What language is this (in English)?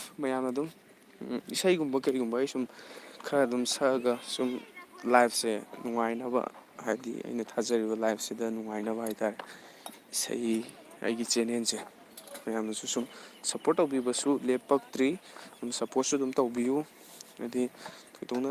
Manipuri